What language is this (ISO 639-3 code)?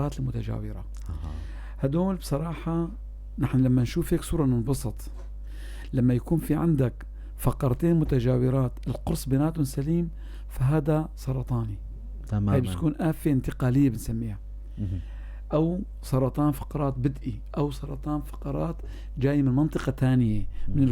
apc